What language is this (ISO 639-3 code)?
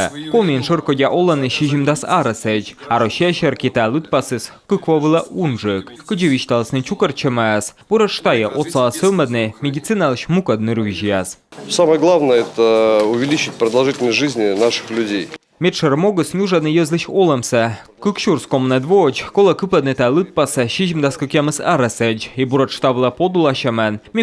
kom